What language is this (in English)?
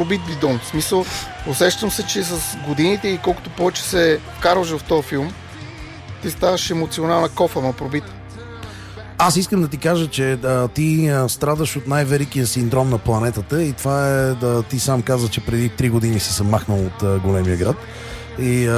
Bulgarian